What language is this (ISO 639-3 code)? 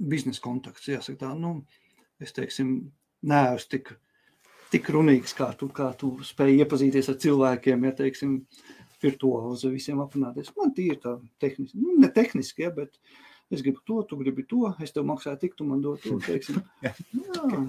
lav